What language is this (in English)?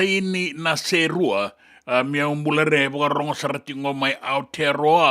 Fijian